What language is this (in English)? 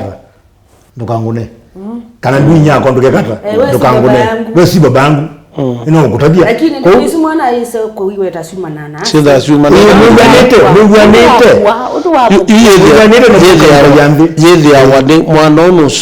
Kamba